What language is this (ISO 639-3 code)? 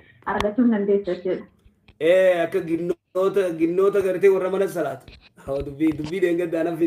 orm